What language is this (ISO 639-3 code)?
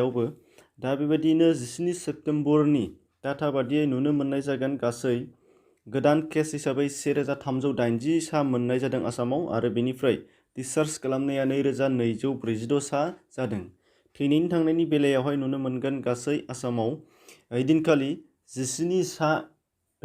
brx